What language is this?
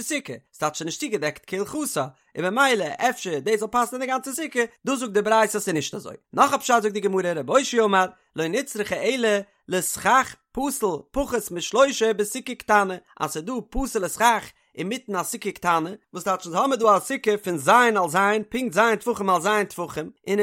Yiddish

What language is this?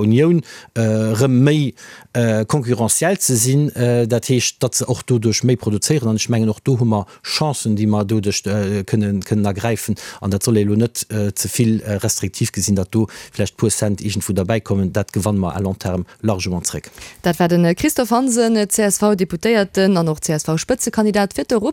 Luxembourgish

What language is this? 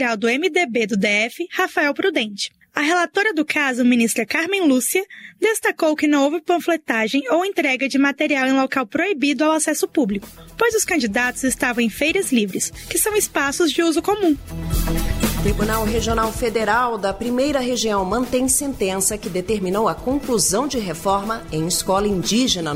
Portuguese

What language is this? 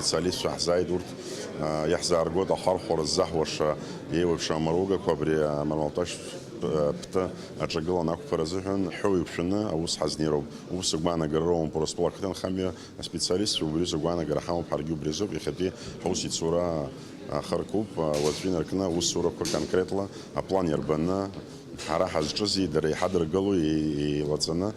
Abkhazian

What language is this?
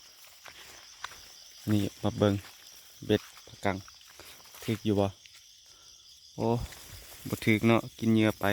Lao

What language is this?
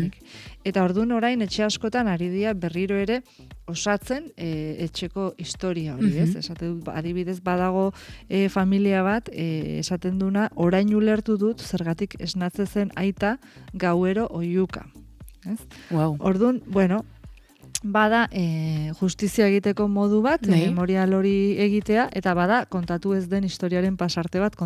Basque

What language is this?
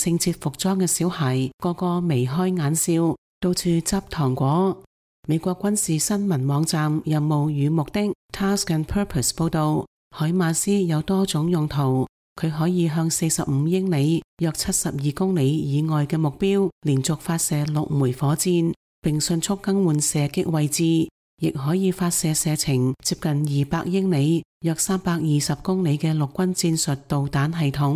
Cantonese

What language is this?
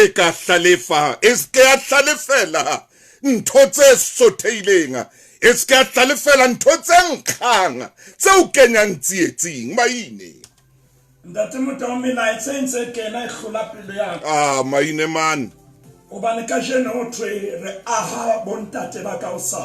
Southern Sotho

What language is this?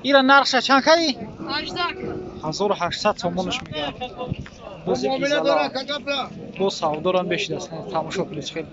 Tajik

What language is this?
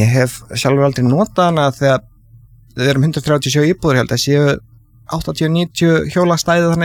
Icelandic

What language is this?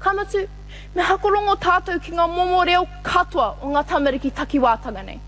Māori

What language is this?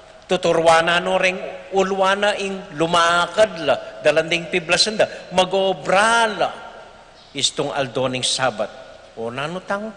Pampanga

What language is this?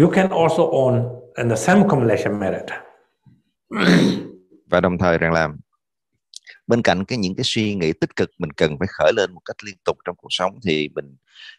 Vietnamese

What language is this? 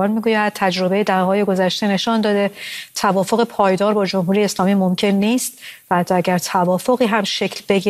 Persian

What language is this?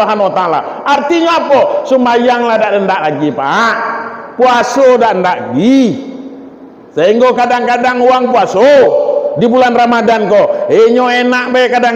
Minangkabau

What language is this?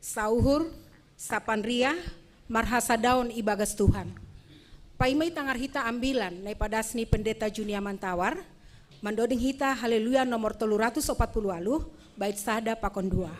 Batak Simalungun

